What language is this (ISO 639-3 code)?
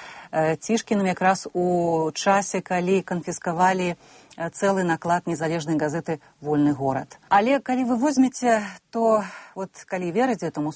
bel